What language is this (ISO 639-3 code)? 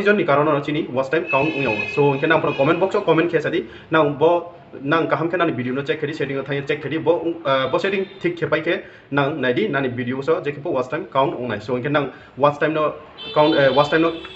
ria